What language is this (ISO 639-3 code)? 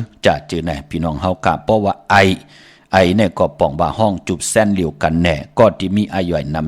shn